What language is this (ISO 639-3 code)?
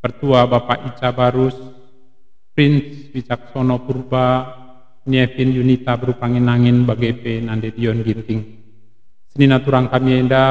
btx